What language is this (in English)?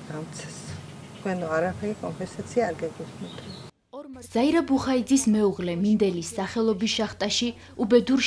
Georgian